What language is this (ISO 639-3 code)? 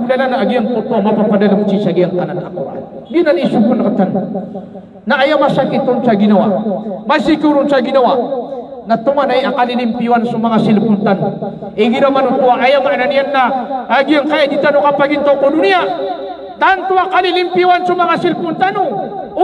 mrw